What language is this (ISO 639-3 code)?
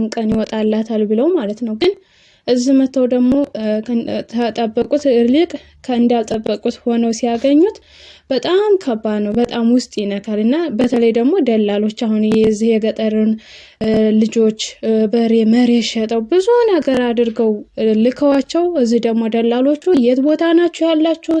amh